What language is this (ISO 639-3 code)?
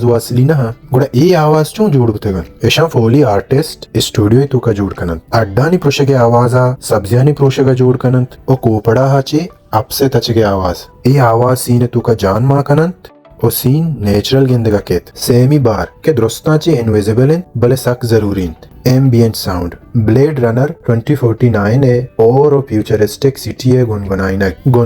bal